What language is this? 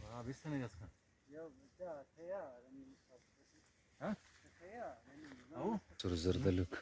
Brahui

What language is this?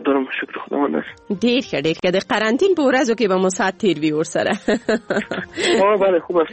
Persian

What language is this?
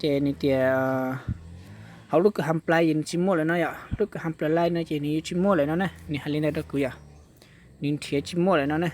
Hmong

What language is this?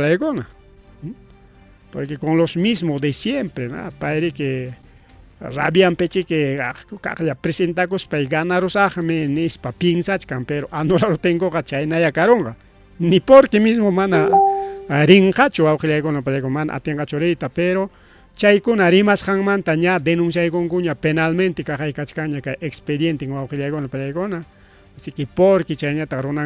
Ayacucho Quechua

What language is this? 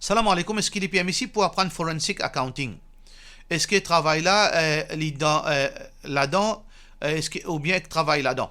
Morisyen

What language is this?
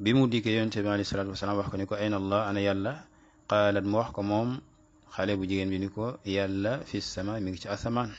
Wolof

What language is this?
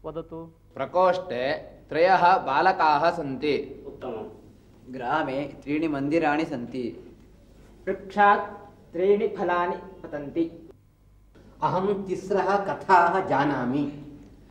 Sanskrit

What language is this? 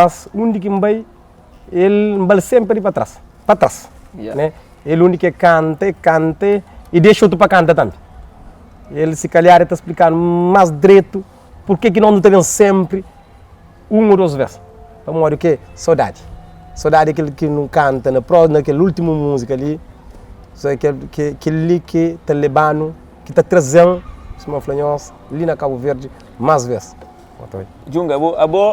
Kabuverdianu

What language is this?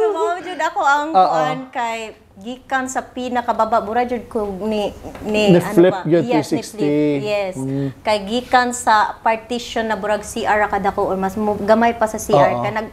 Cebuano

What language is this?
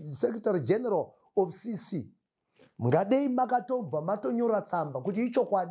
Shona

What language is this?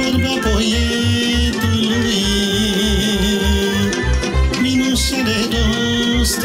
Romanian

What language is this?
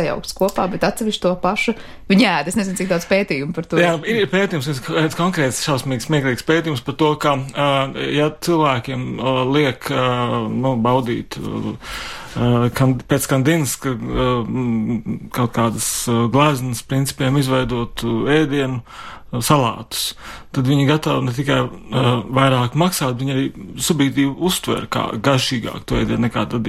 Latvian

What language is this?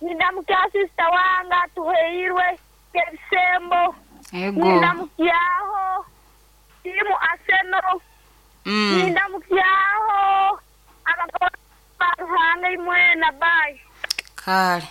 Nyoro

